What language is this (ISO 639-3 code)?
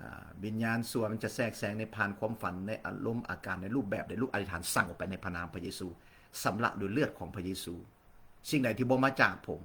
lao